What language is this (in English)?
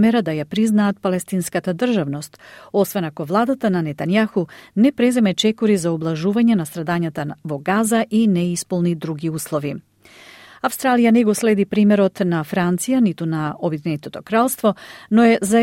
Macedonian